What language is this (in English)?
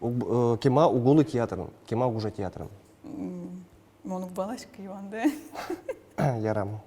Udmurt